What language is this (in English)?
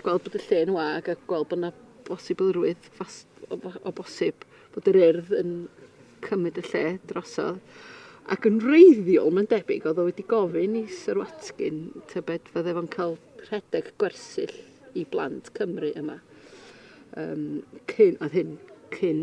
Welsh